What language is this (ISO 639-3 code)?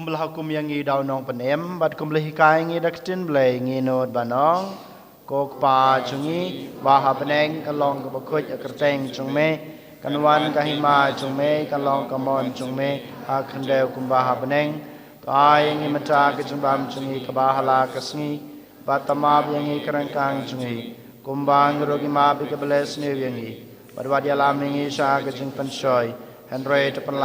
kha